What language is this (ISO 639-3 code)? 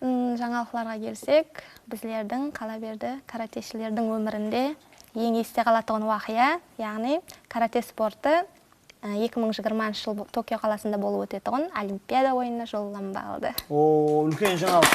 kaa